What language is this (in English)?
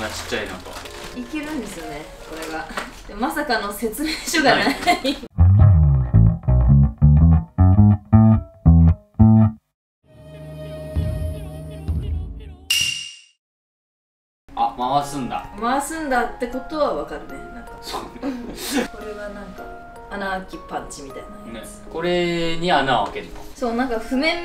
Japanese